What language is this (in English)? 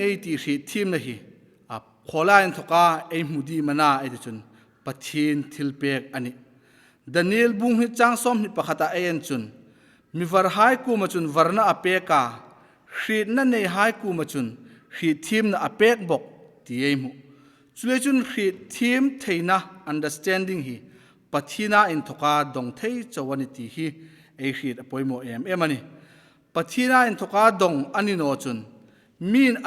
Hmar